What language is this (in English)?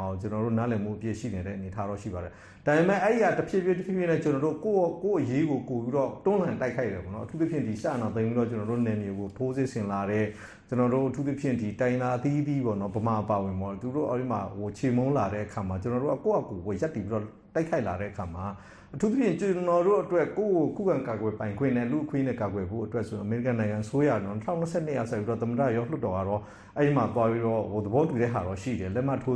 Burmese